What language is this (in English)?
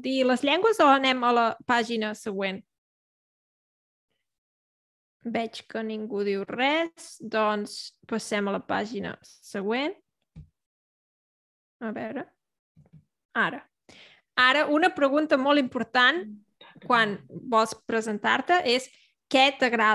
Catalan